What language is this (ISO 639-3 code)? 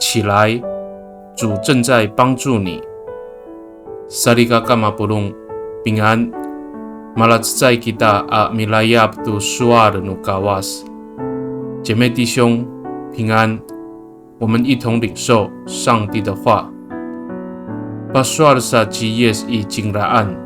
ami